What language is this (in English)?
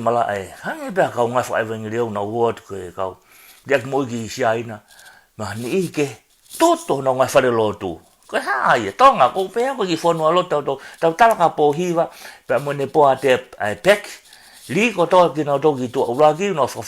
Tongan